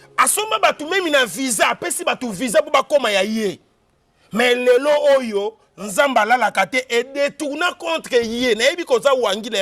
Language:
Lingala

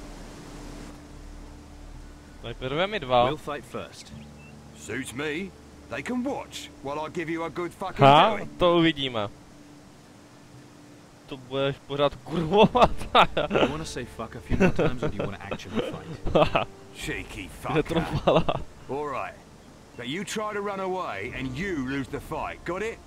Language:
Czech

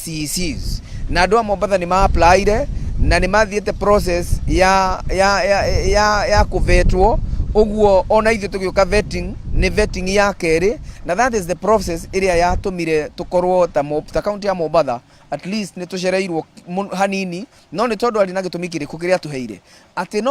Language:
Kikuyu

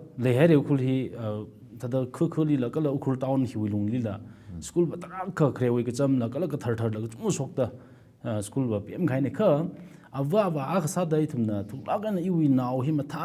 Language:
Tangkhul Naga (India)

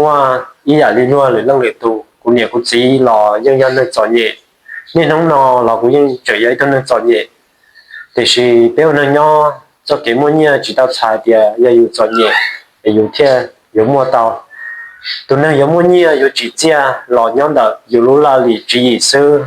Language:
Hmong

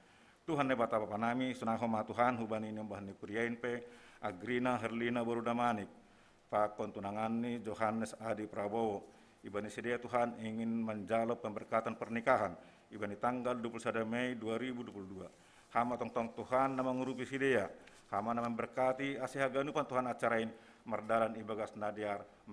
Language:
Batak Simalungun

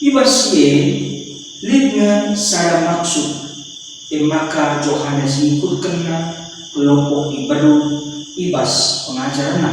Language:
Batak Karo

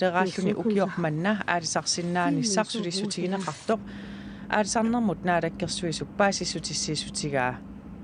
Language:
Kalaallisut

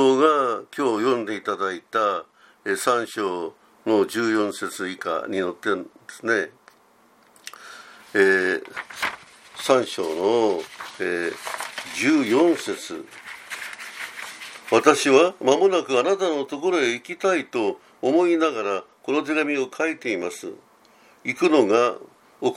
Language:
Japanese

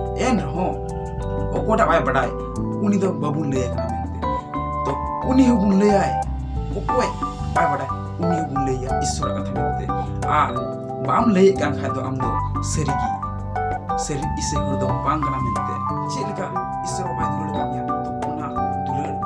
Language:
Santali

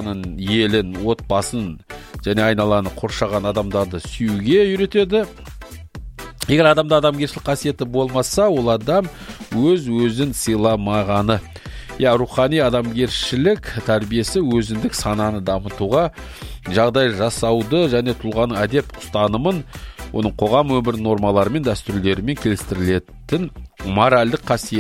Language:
Kazakh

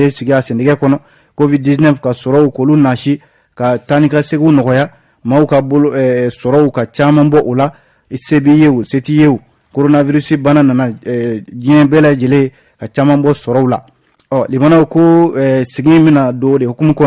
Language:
Bambara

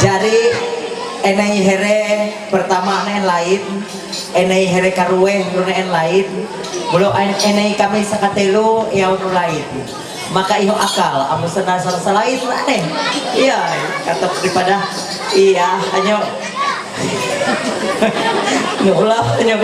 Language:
Ma'anyan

